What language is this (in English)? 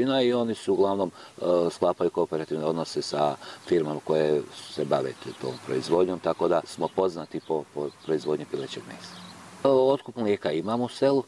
Bosnian